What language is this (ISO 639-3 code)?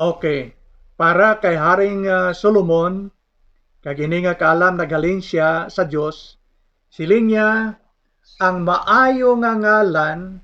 hil